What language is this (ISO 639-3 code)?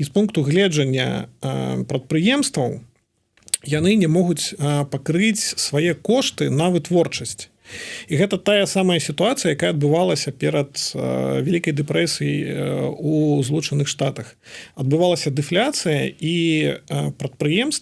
bel